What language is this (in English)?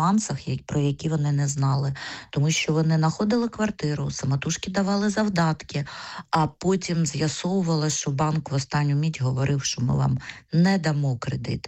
Ukrainian